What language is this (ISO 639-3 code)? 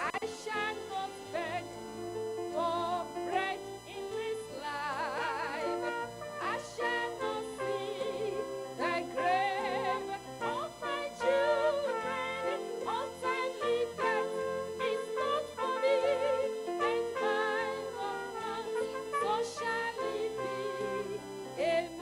ewe